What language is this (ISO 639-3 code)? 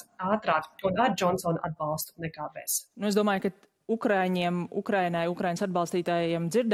lav